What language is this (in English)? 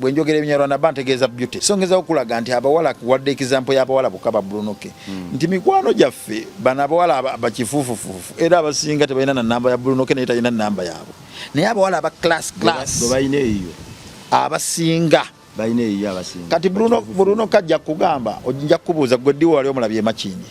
Ganda